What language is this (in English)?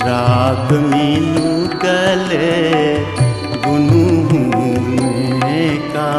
Newari